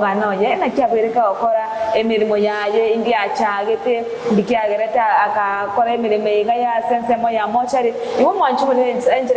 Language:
Gusii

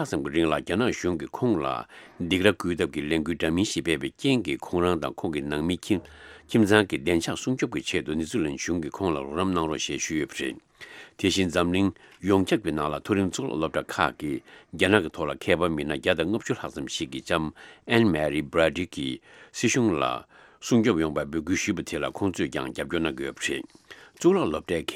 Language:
Tibetan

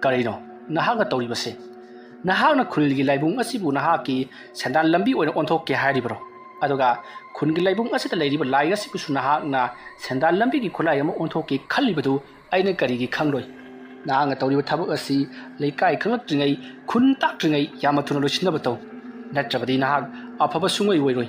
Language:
Manipuri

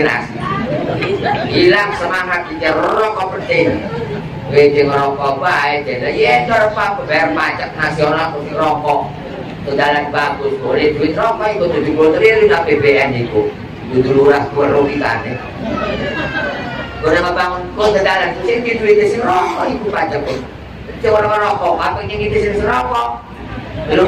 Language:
Indonesian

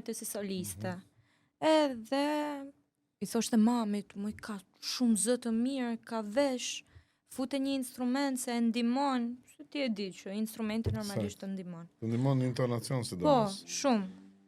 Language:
Albanian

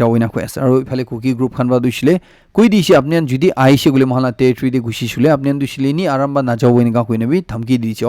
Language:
Naga Pidgin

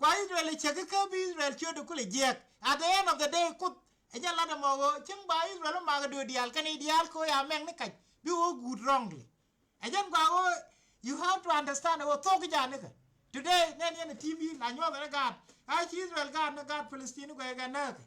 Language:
Nuer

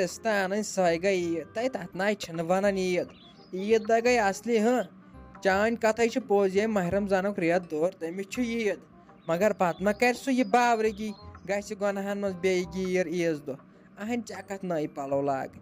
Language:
Kashmiri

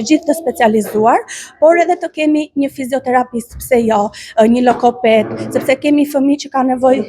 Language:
Albanian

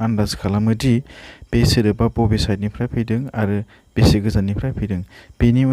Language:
Bodo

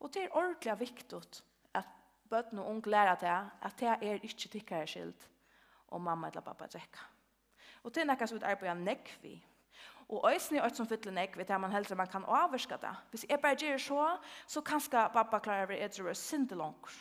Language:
Faroese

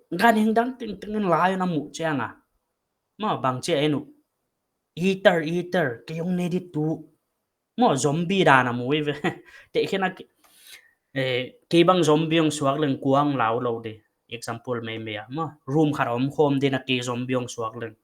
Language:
Paite Chin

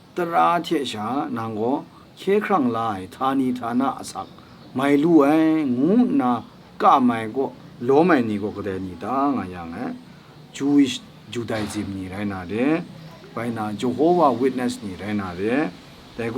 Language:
Kachin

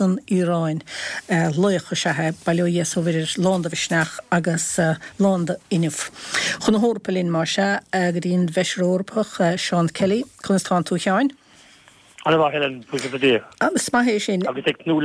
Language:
Irish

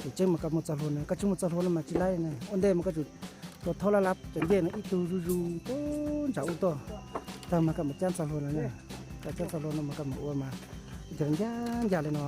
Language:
Hmong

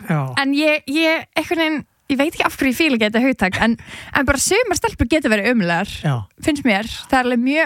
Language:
Icelandic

